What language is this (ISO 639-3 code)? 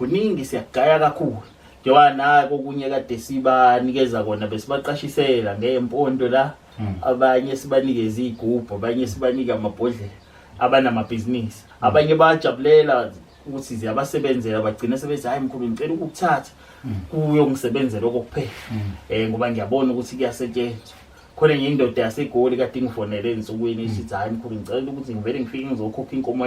zul